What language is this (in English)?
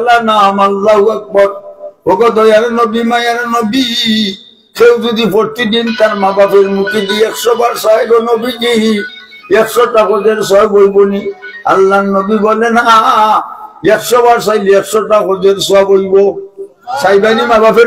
Sylheti